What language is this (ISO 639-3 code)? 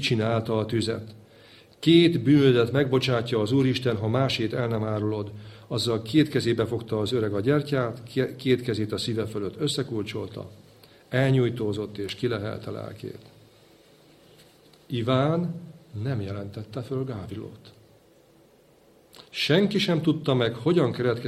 hun